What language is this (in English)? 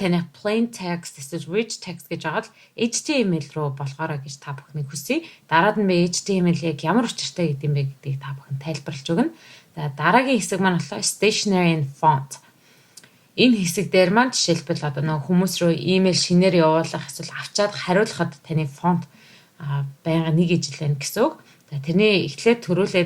Mongolian